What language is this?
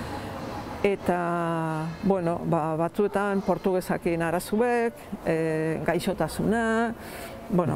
Basque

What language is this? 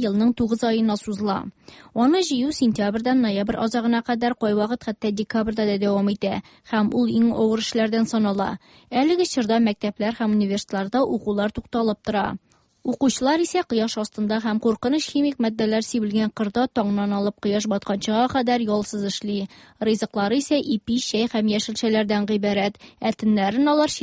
Tatar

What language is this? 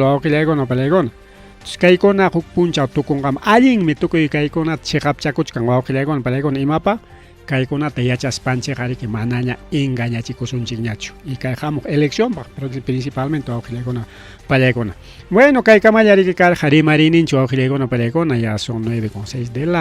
Ayacucho Quechua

